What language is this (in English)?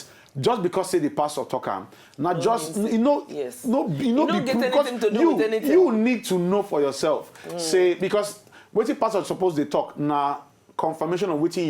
Nigerian Pidgin